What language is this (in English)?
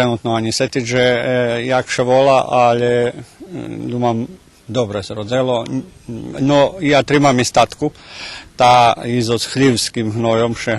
Rusyn